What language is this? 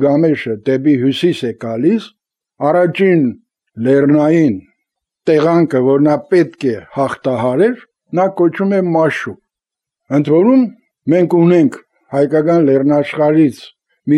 Armenian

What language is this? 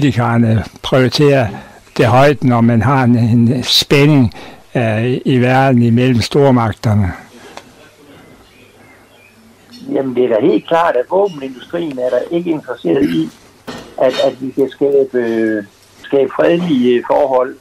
Danish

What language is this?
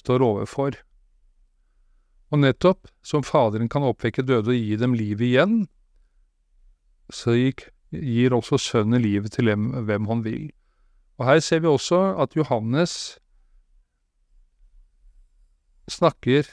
Norwegian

